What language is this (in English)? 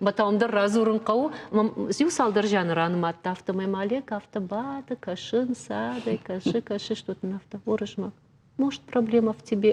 Ossetic